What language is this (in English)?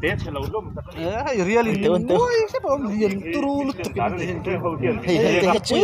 Mizo